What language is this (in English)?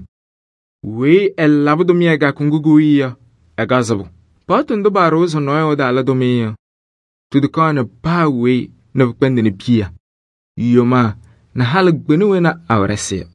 Kabiyè